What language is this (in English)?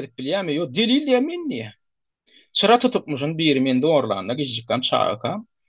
Turkmen